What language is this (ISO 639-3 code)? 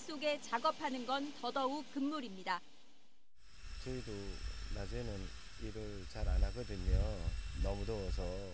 kor